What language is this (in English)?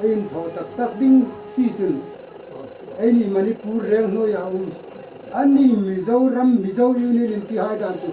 Hmar